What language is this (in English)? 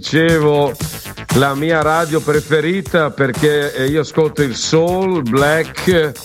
Italian